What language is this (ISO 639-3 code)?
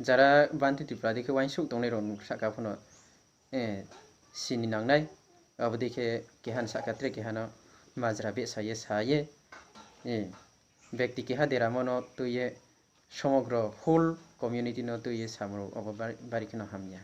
ria